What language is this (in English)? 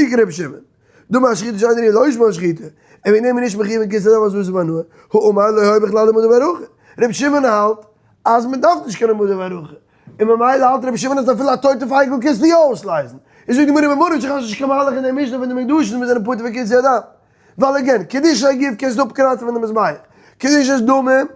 Yiddish